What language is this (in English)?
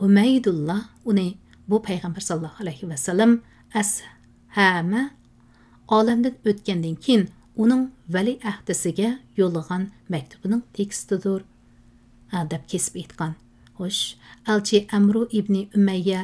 Uyghur